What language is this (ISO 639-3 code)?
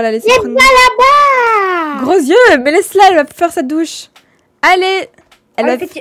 fra